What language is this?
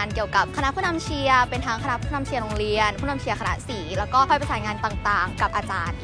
Thai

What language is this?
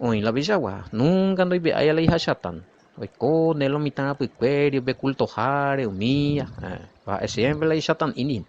Guarani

